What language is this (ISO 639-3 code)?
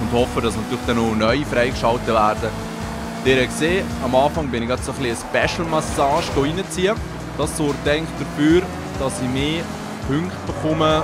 gsw